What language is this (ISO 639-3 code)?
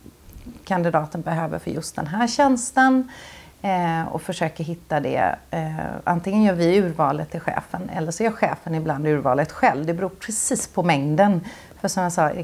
swe